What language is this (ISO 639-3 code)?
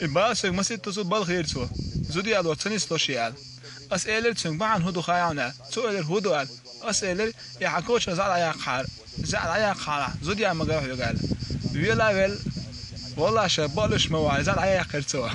che